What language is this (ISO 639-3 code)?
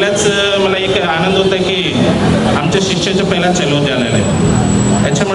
mar